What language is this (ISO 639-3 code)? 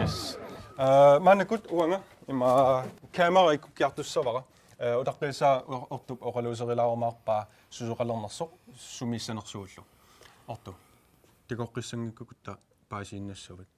kal